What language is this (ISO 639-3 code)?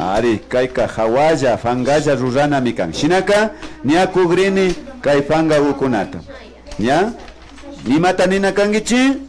qvi